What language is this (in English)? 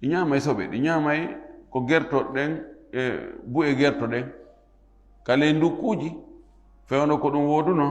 Fula